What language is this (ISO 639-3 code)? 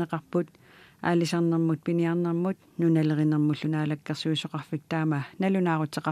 kal